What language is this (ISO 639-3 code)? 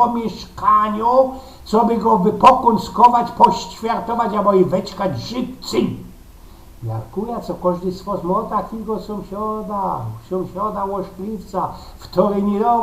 szl